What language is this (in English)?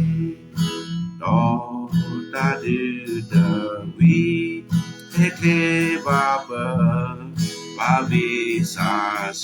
S'gaw Karen